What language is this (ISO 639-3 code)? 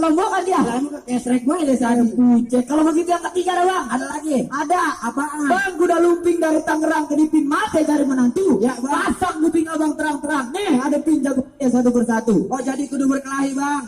bew